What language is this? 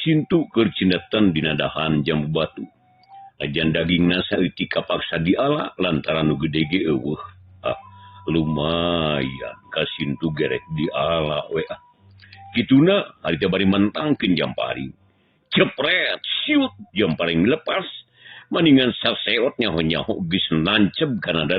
Sundanese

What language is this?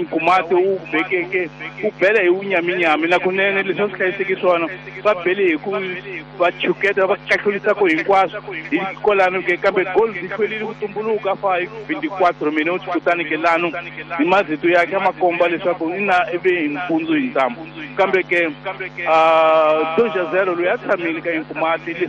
Tsonga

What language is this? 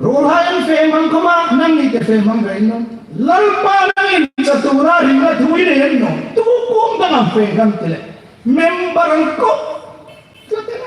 Hmar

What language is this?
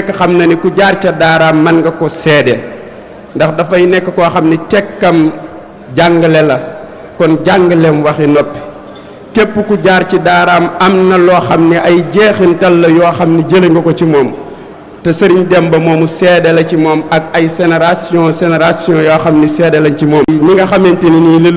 Wolof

